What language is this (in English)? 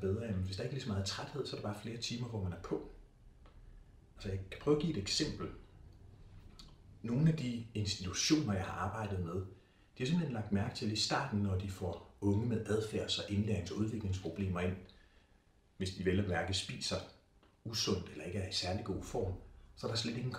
Danish